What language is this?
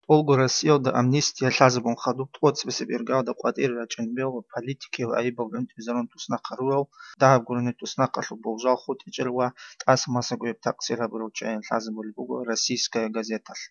Avaric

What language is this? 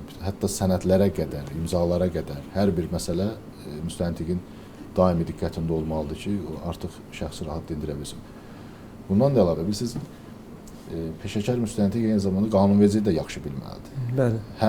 Azerbaijani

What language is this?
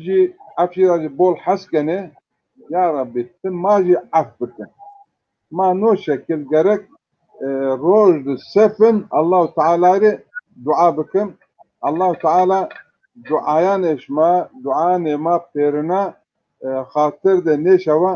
Zaza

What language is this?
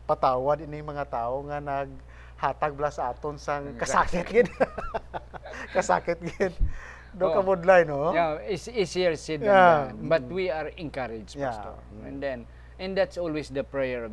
Hiligaynon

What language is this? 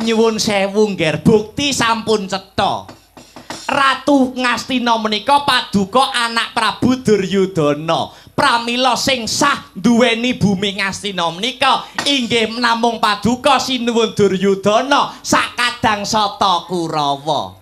Javanese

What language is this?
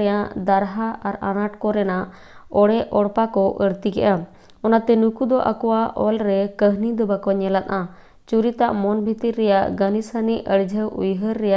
Santali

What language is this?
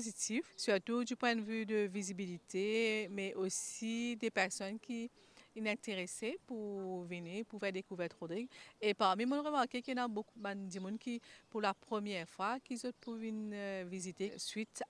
Morisyen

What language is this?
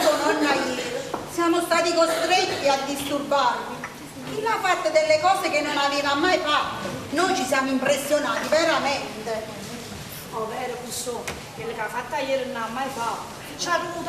Neapolitan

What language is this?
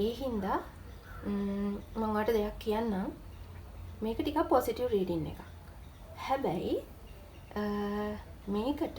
Sinhala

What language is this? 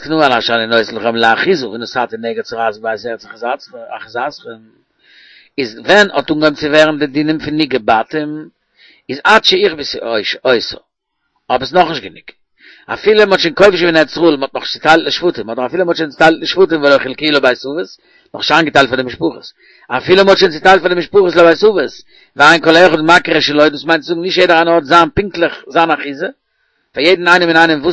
Yiddish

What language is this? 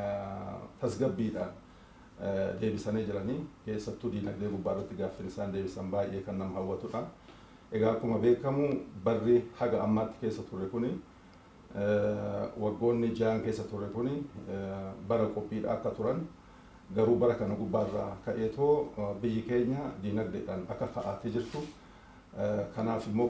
Oromo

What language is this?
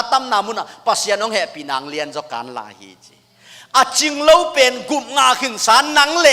Tedim Chin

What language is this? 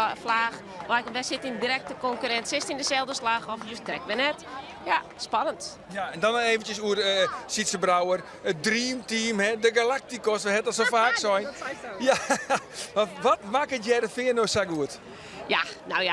Western Frisian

